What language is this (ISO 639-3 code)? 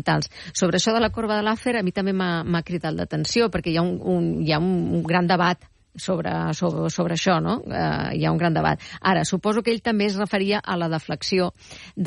cat